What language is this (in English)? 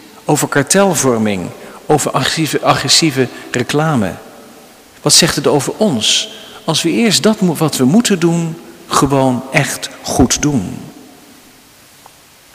Dutch